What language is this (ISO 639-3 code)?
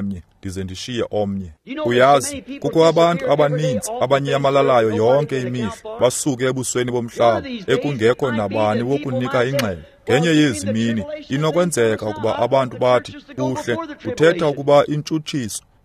xho